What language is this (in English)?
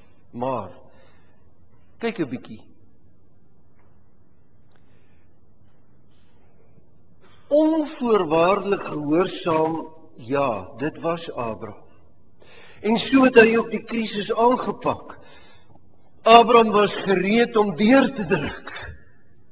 Afrikaans